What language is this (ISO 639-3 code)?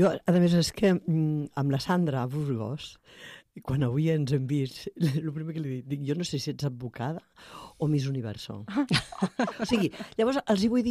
cat